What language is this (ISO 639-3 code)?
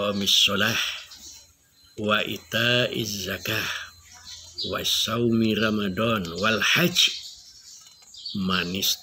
ind